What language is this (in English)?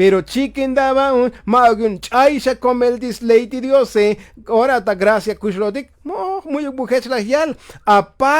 Tzotzil